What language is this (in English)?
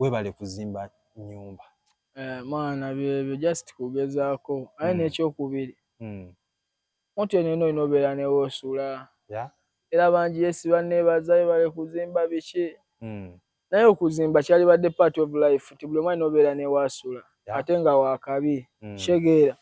Ganda